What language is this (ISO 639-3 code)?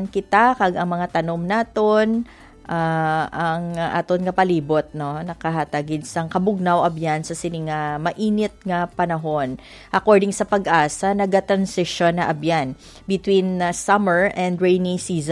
hil